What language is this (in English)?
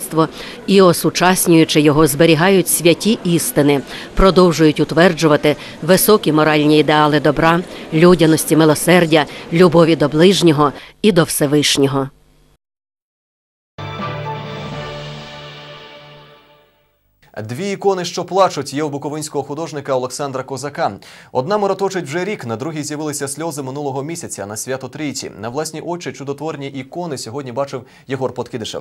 Ukrainian